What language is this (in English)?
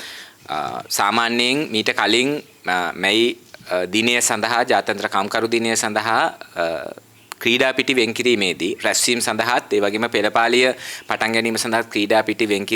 Sinhala